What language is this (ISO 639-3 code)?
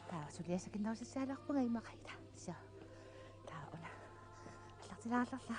kal